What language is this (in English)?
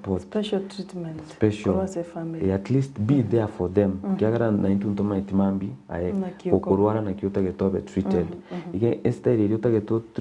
Gusii